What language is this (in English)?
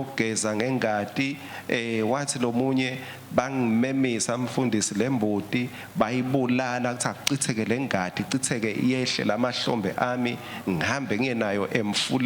Swati